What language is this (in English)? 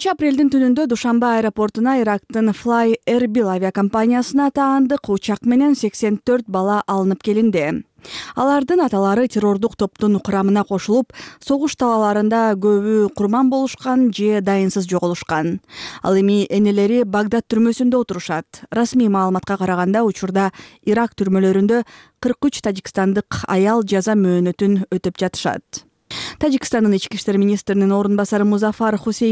Kyrgyz